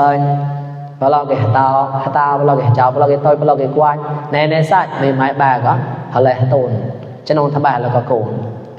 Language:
Mon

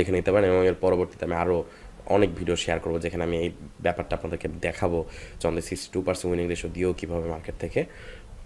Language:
Bangla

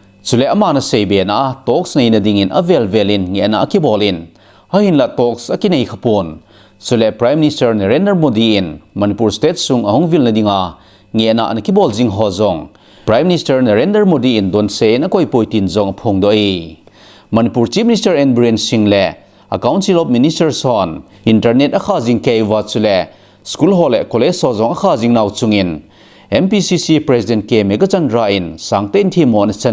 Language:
Thado Chin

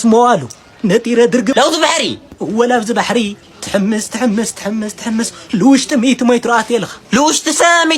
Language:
Tigrinya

